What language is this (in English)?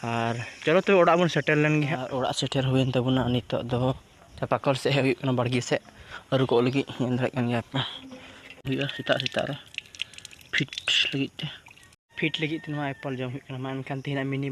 Santali